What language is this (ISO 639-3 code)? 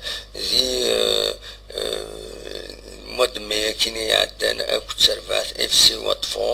kab